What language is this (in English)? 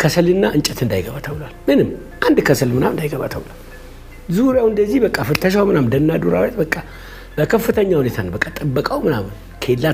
Amharic